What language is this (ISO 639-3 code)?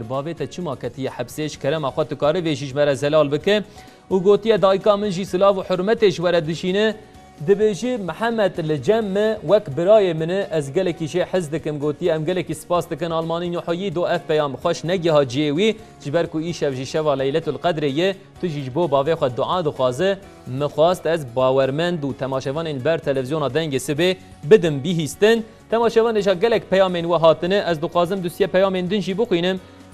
kur